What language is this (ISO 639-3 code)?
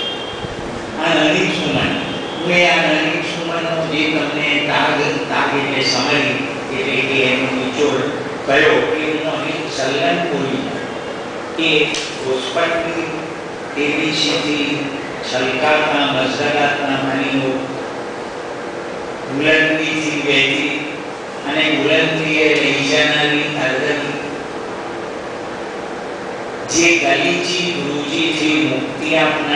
guj